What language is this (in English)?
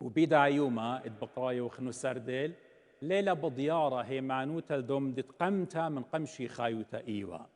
Assyrian Neo-Aramaic